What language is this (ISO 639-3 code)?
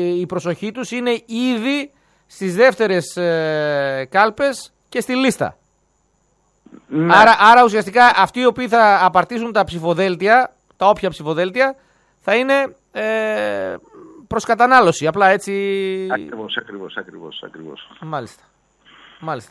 ell